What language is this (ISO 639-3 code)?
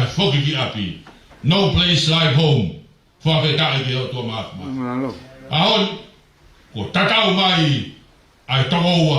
ton